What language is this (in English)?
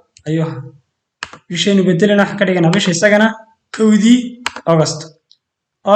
Somali